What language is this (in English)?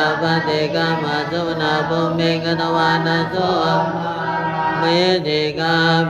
Pali